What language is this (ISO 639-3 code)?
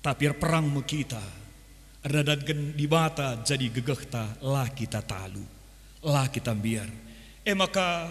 btx